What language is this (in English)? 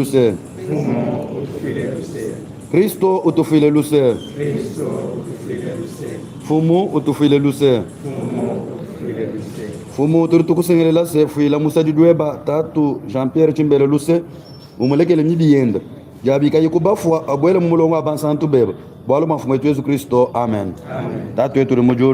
Luba-Lulua